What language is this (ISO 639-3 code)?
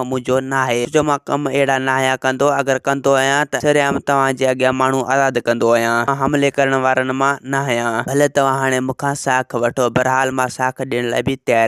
snd